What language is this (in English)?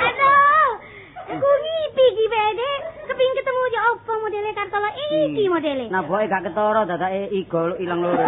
Javanese